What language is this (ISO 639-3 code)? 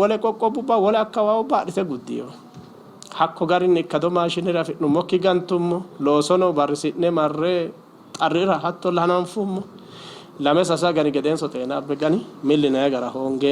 sid